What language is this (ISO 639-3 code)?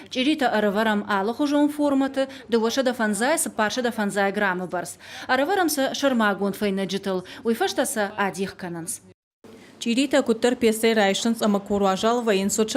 oss